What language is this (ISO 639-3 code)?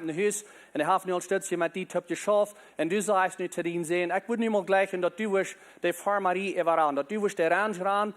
pdt